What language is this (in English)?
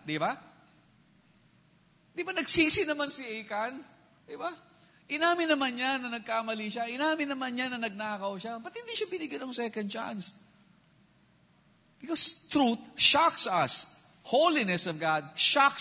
Filipino